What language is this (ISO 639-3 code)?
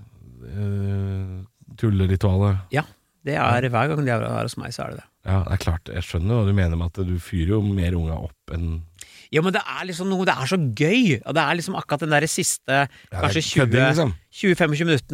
nor